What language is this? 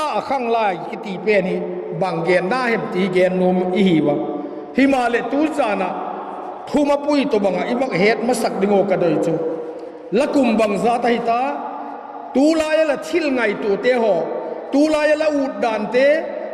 Vaiphei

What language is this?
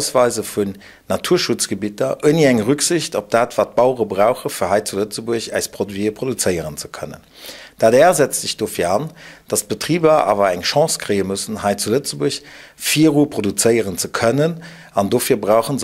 Luxembourgish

